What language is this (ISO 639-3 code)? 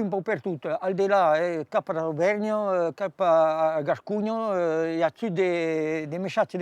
oci